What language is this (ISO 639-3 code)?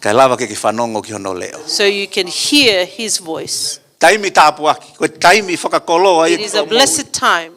ton